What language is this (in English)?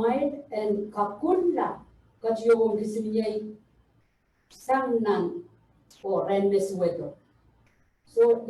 Pohnpeian